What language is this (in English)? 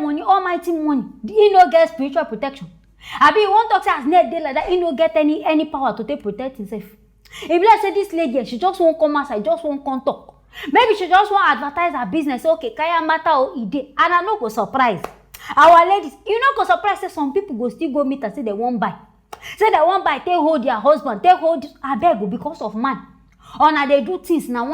Nigerian Pidgin